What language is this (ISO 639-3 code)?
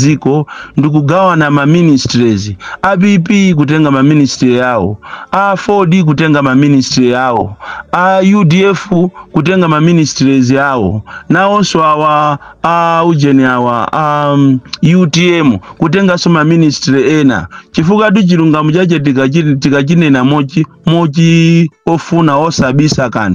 nya